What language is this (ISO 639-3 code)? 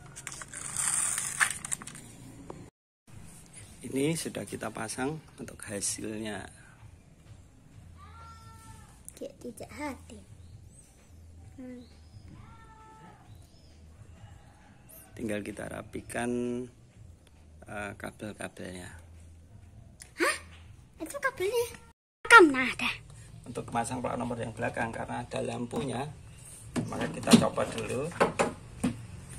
ind